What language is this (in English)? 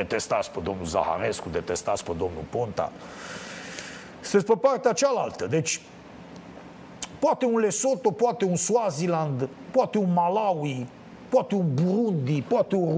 Romanian